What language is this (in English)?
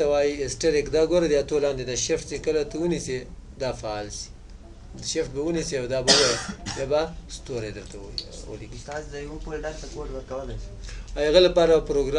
Pashto